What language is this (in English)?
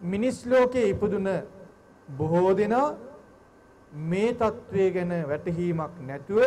Sinhala